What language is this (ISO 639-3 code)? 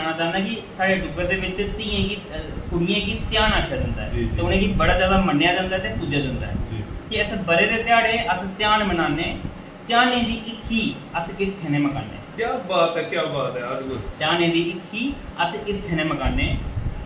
doi